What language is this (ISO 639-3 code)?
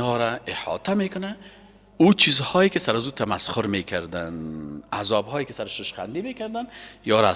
fas